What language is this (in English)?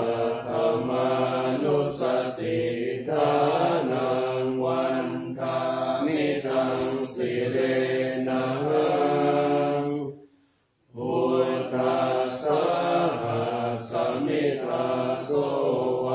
Pali